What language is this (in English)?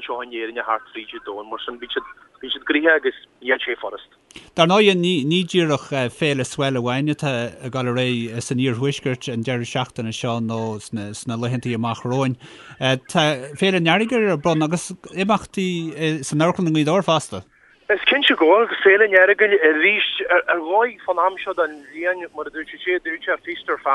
Irish